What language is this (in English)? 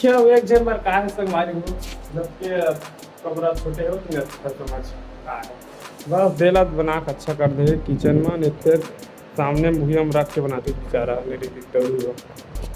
Chhattisgarhi